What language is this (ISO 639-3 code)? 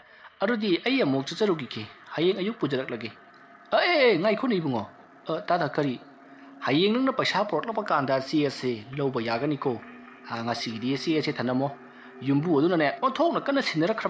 mni